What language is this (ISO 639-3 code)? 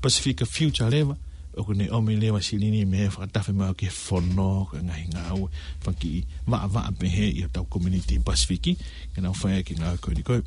ton